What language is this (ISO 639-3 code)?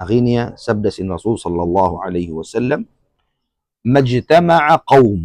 tsg